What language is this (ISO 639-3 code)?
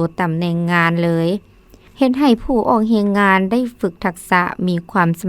lao